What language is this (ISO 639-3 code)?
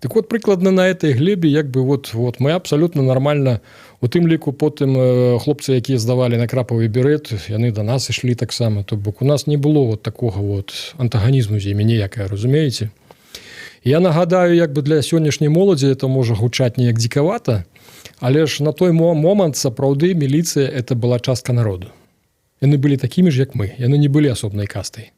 bel